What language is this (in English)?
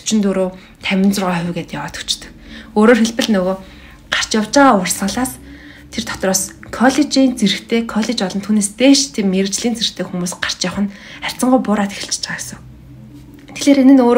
Mongolian